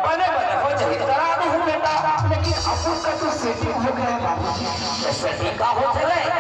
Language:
Chhattisgarhi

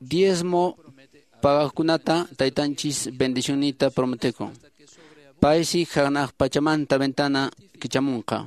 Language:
Quechua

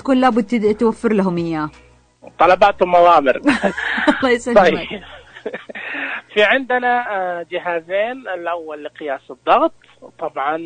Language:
Najdi Arabic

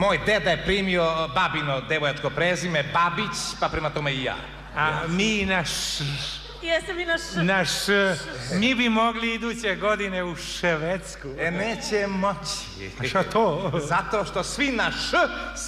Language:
Serbian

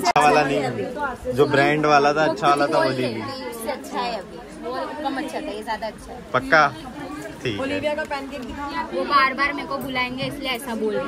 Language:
Hindi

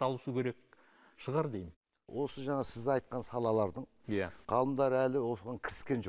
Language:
Kazakh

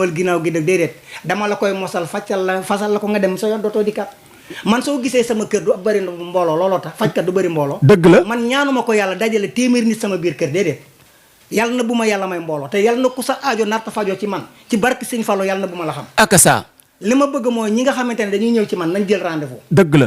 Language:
Wolof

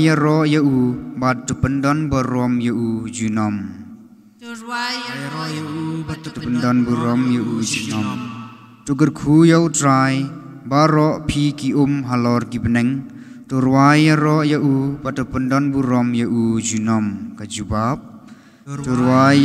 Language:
Khasi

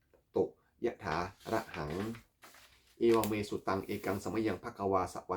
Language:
Pali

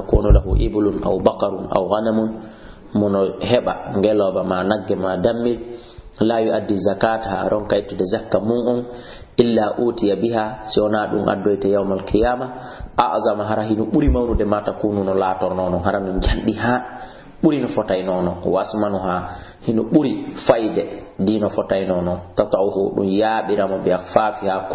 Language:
Fula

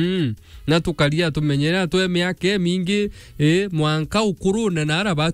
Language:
Meru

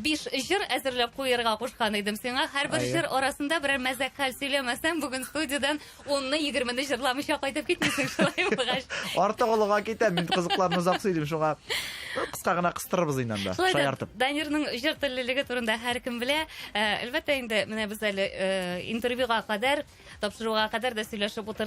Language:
Tatar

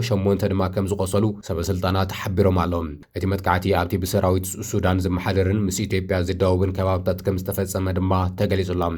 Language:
Tigrinya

